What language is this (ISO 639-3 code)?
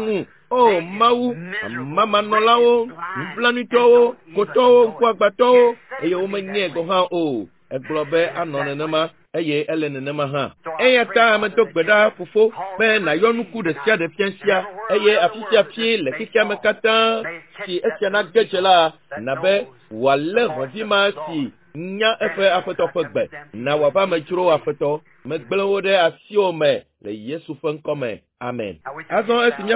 ewe